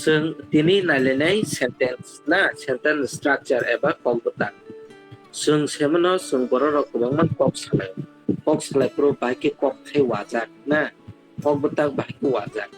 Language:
Kok Borok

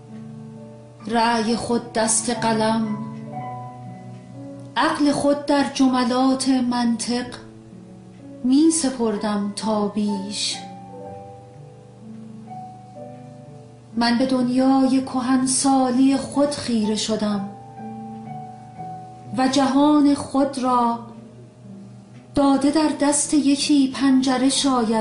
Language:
Persian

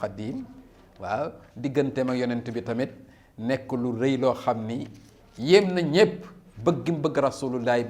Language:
Wolof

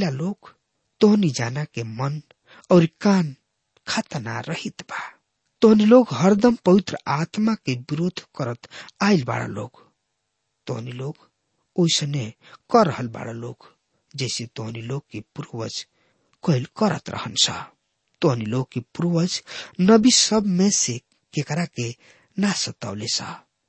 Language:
Bhojpuri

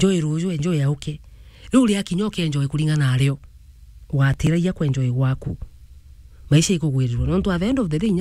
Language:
Meru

